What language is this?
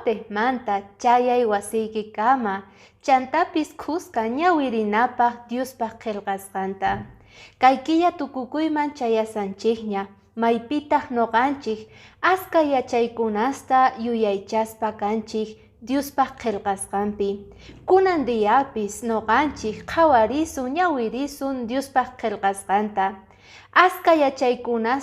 Quechua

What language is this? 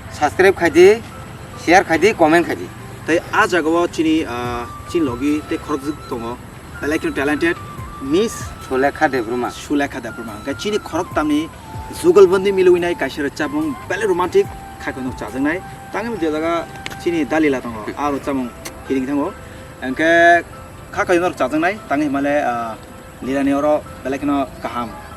Kok Borok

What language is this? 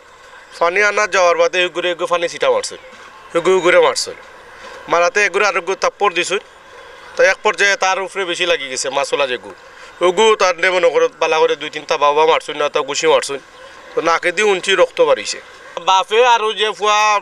Sylheti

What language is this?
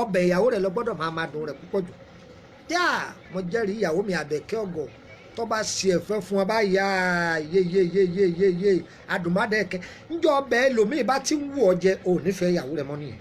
Yoruba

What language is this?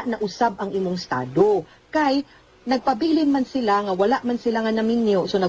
Cebuano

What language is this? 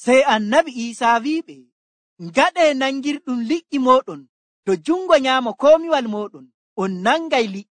Nigerian Fulfulde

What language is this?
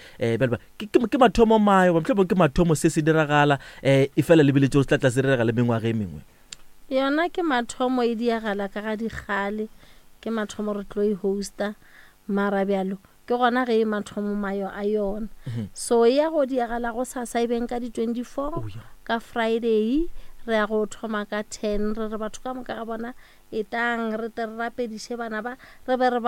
Northern Sotho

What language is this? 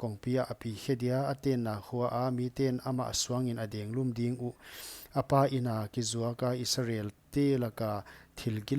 Paite Chin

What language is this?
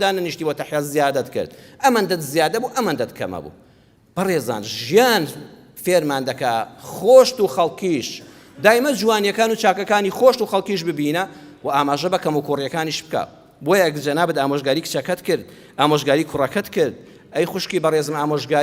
Central Kurdish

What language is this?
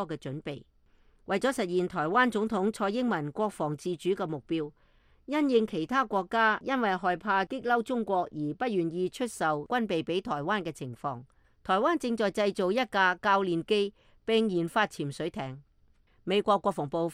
Cantonese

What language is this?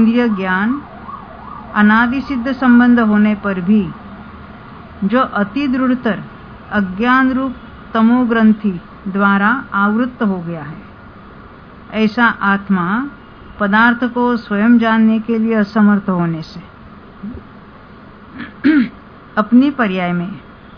Hindi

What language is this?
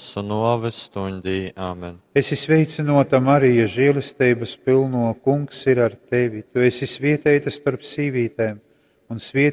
Latgalian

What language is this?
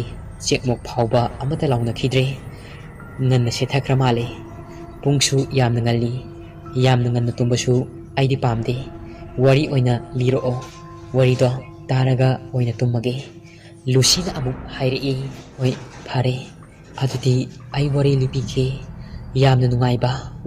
Manipuri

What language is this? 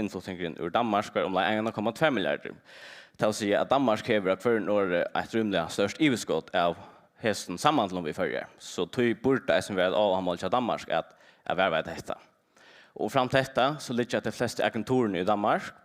Faroese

